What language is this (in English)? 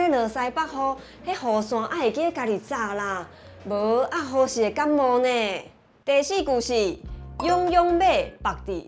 Min Nan Chinese